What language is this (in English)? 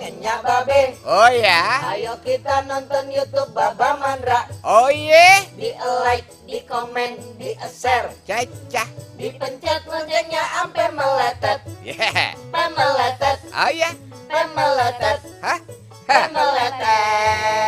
Betawi